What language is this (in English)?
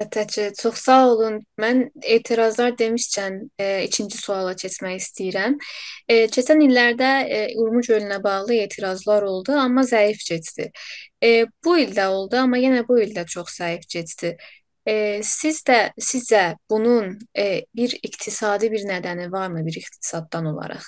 South Azerbaijani